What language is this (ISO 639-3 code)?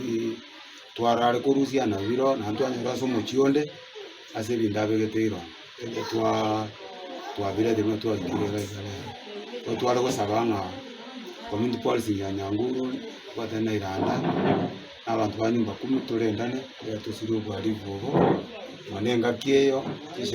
guz